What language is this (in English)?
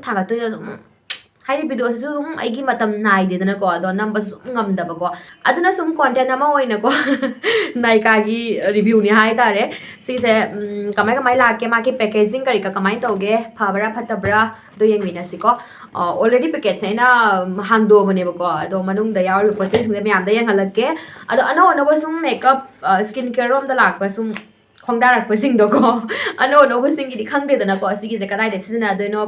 Manipuri